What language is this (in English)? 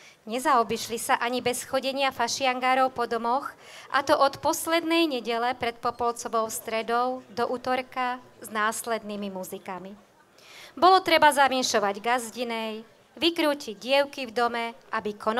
Slovak